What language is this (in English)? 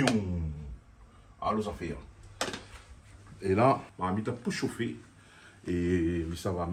Réunion Creole French